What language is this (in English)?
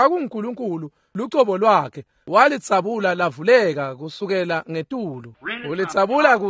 Swati